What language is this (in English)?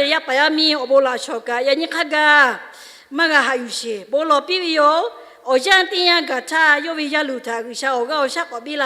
Lahu